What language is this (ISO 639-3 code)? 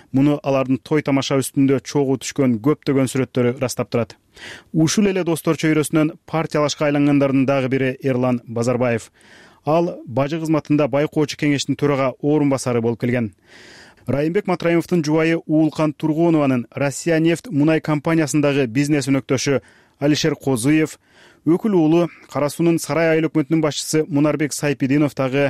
kir